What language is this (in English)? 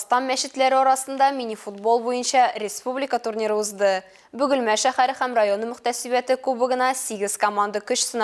Tatar